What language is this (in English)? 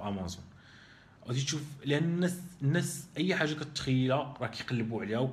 Moroccan Arabic